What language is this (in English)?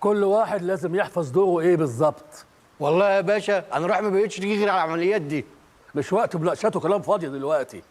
Egyptian Arabic